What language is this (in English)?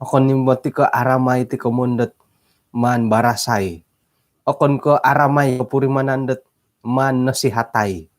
Central Dusun